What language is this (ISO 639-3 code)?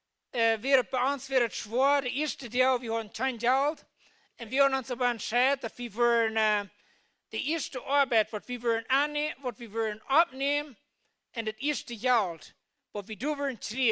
pdt